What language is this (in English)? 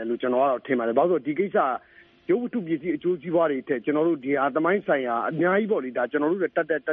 Burmese